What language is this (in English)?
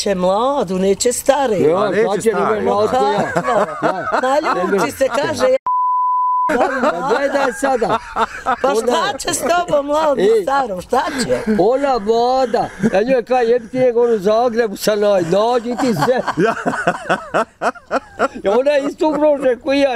Bosnian